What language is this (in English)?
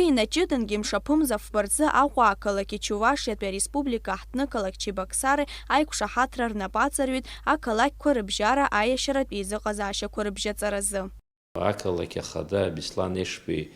Abkhazian